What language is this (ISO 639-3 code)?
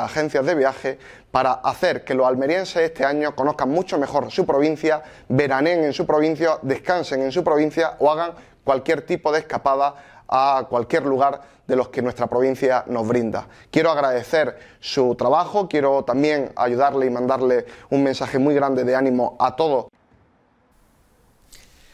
spa